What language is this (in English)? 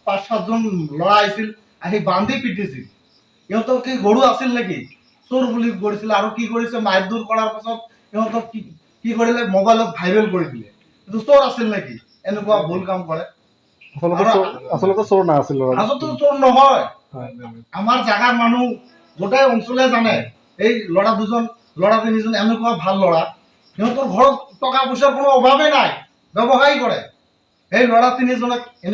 Assamese